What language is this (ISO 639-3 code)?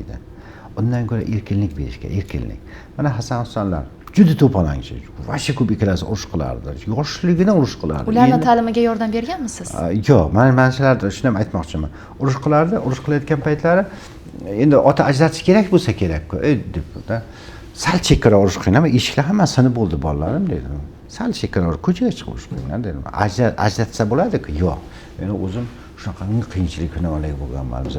uzb